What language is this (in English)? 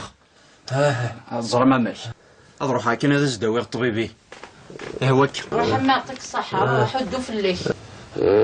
Kabyle